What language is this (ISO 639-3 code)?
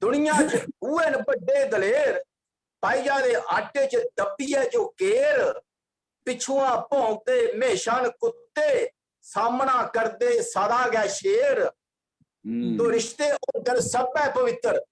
doi